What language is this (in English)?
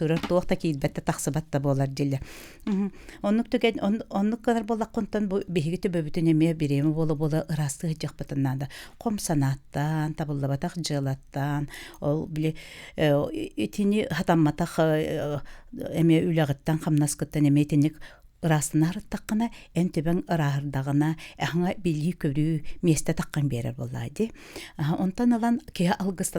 Yakut